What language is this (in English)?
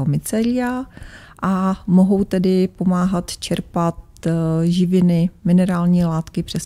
Czech